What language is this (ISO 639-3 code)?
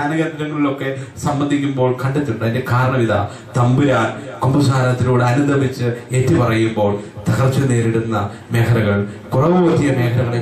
mal